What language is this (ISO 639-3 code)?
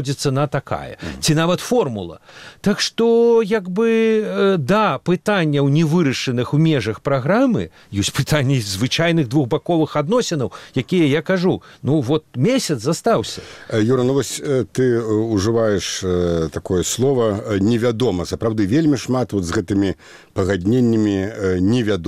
bel